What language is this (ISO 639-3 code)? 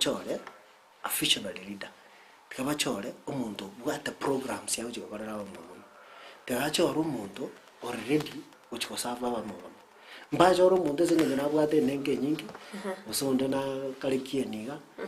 guz